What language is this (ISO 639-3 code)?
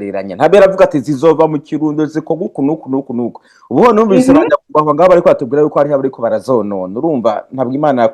run